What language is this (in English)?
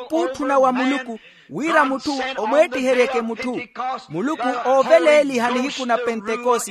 Makhuwa